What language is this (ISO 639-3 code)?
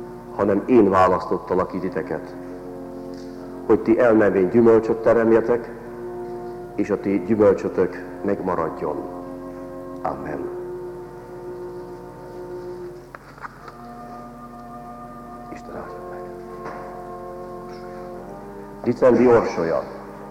hun